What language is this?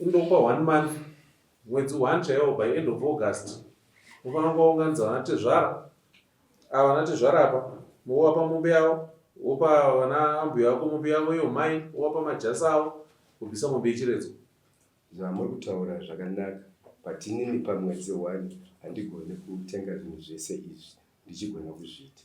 Shona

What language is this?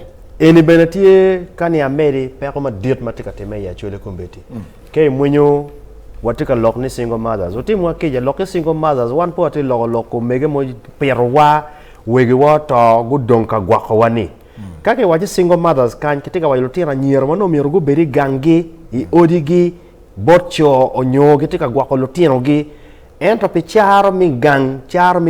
Acoli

